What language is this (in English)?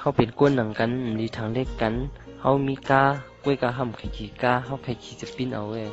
Shan